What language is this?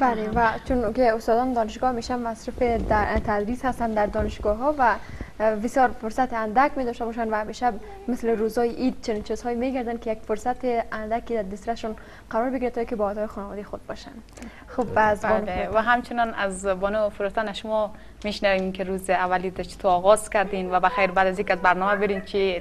Persian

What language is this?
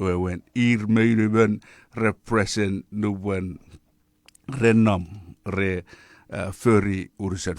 Chuukese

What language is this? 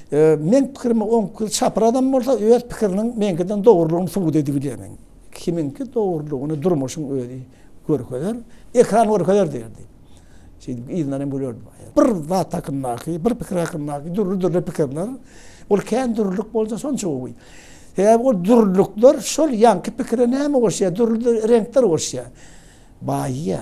Turkmen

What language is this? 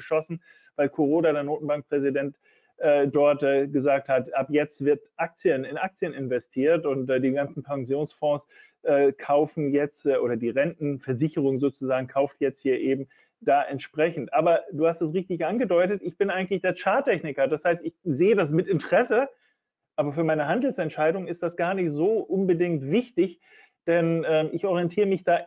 German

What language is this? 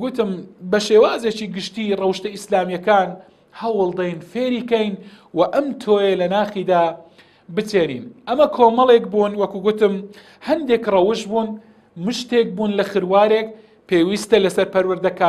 Central Kurdish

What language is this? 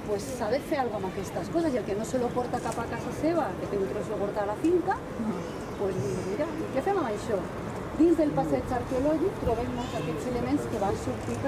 Catalan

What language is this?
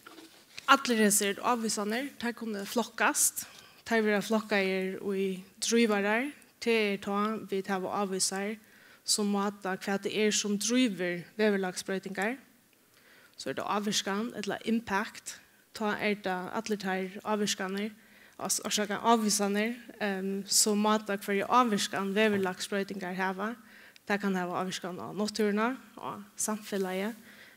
Faroese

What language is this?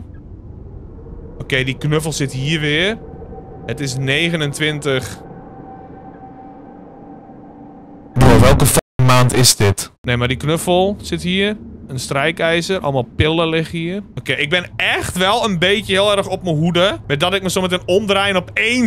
Dutch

